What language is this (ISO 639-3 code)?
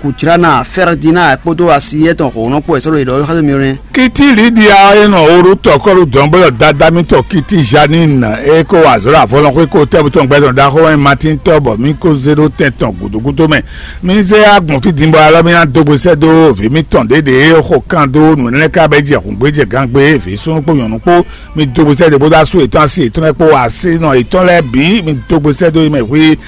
fon